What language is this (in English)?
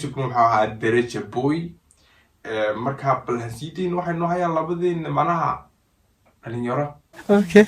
Somali